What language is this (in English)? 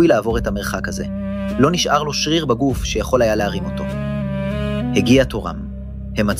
Hebrew